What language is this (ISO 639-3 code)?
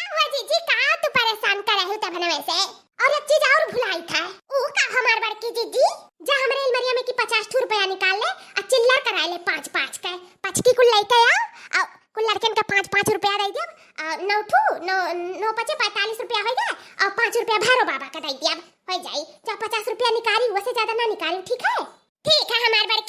awa